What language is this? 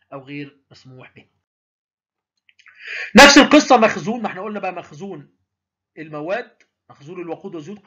Egyptian Arabic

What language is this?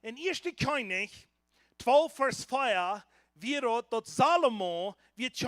Plautdietsch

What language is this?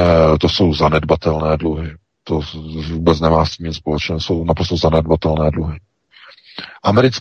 Czech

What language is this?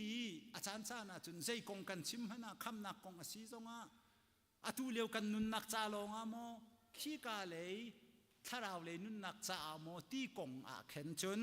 Hakha Chin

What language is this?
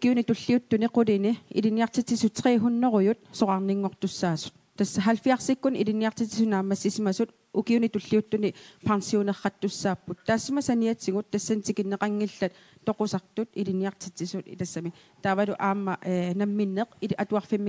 Kalaallisut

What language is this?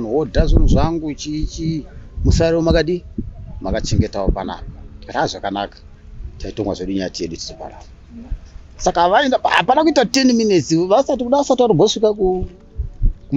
Shona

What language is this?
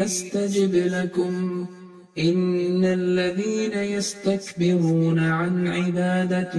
Arabic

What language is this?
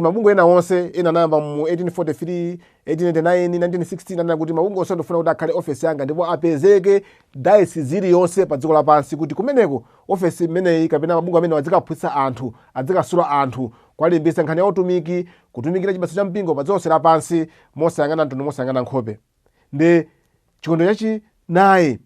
Nyanja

